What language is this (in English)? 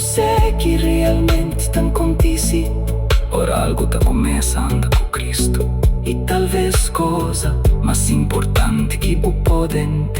Kabuverdianu